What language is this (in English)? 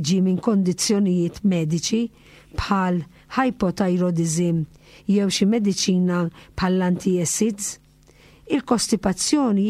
Maltese